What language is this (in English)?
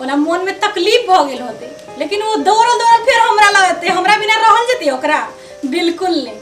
Maithili